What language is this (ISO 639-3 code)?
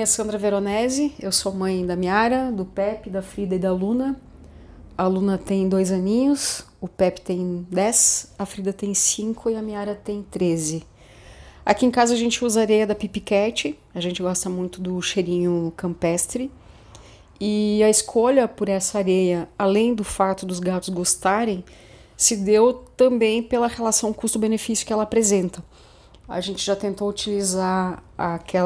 por